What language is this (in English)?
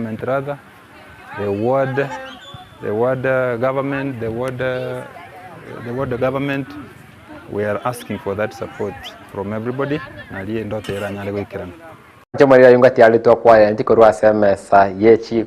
Gusii